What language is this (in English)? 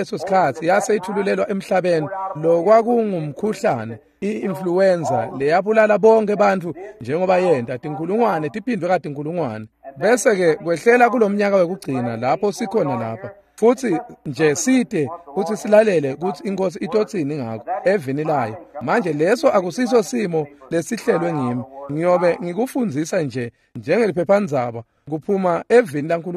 Swati